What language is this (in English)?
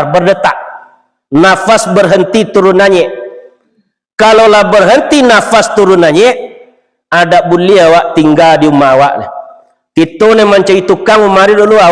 Minangkabau